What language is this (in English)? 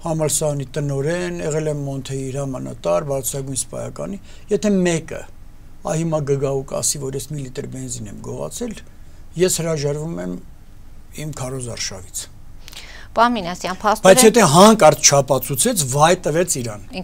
Armenian